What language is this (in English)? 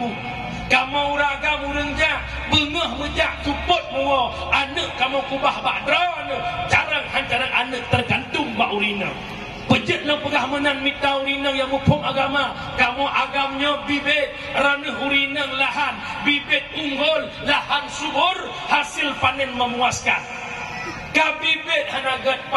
Achinese